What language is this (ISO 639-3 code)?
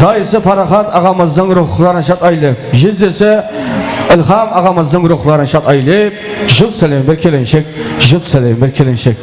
kaa